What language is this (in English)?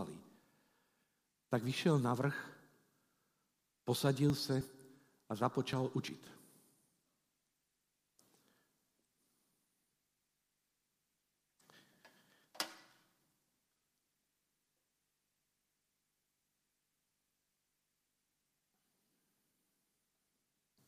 Czech